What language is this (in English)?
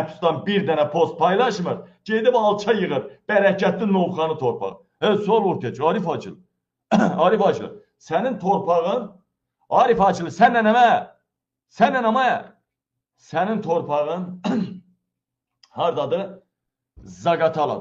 Azerbaijani